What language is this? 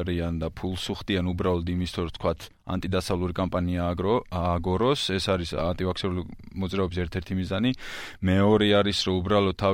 Georgian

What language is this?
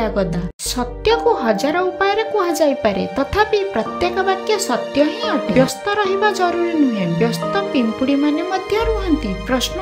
Odia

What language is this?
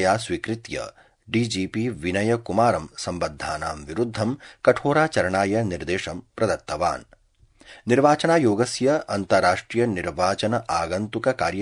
Sanskrit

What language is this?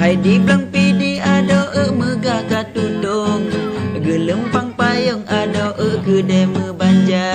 Achinese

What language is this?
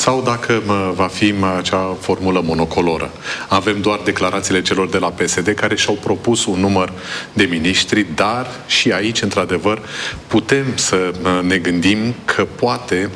Romanian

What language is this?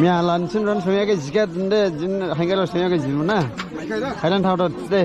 Dimasa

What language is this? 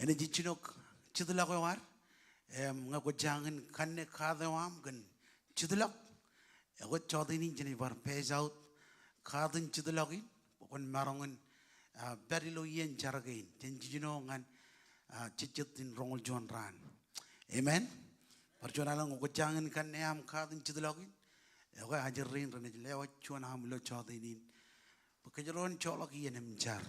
Marshallese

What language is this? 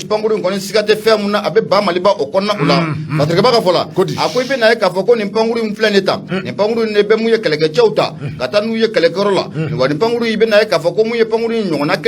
Bambara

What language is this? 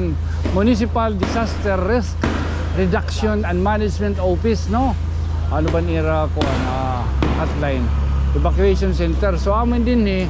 Waray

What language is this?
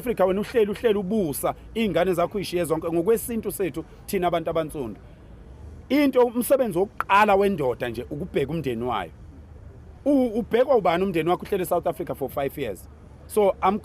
Zulu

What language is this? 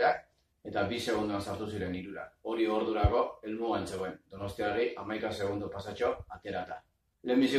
Basque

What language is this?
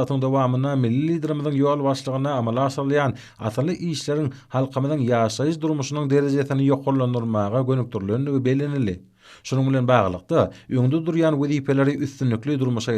Turkmen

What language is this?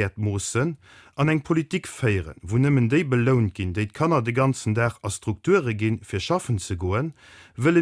Luxembourgish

